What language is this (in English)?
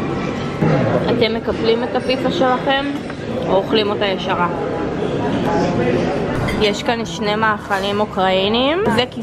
Hebrew